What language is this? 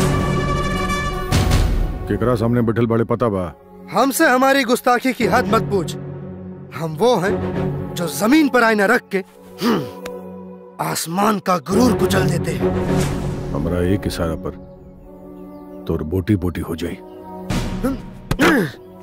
Bhojpuri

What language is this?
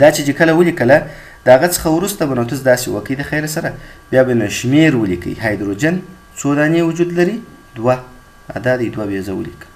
Pashto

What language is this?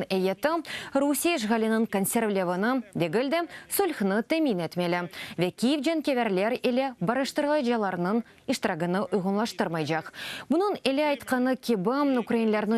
Crimean Tatar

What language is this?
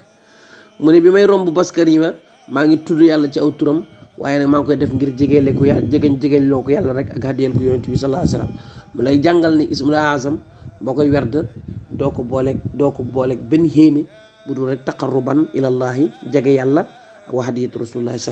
Wolof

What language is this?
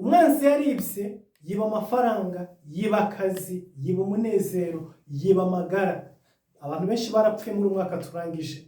Kinyarwanda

